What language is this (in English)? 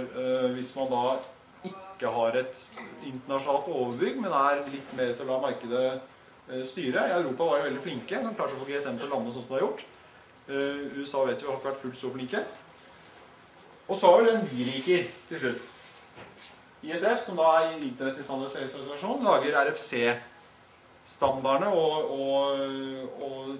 Norwegian